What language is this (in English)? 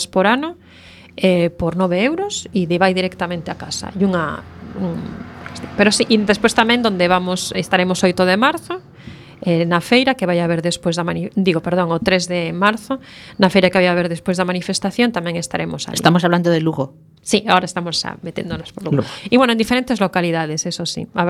Galician